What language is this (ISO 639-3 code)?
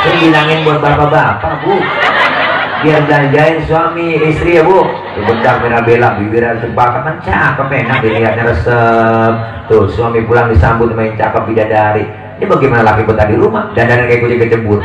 bew